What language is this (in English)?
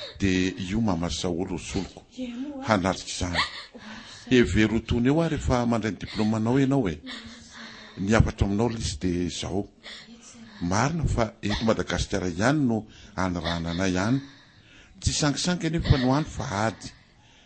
Malagasy